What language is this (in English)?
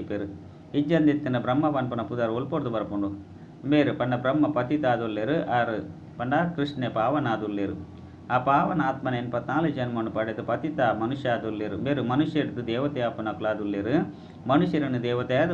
Tulu